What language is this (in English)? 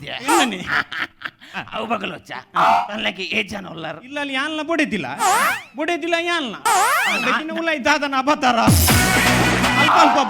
Tulu